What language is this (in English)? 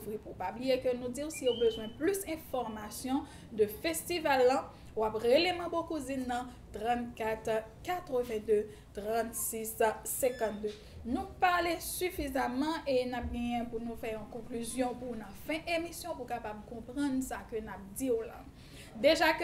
Haitian Creole